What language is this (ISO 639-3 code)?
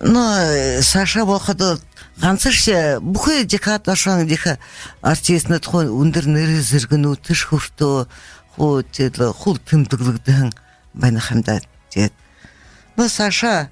bua